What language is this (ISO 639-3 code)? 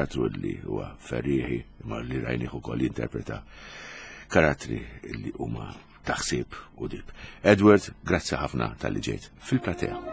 mlt